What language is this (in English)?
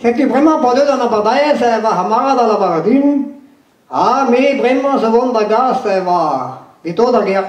Breton